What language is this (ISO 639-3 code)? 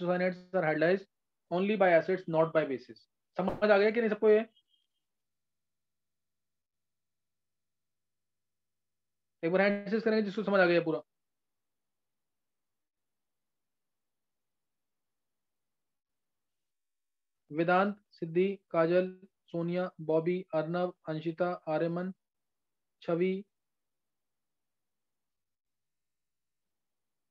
hin